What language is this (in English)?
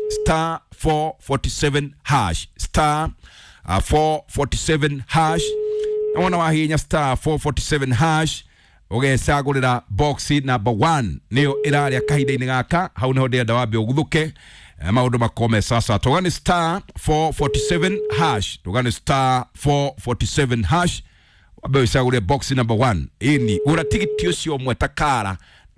Kikuyu